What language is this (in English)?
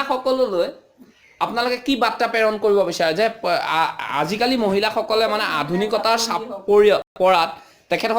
Assamese